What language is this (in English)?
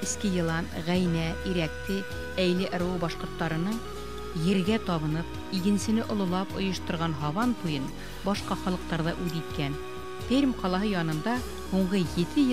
Bashkir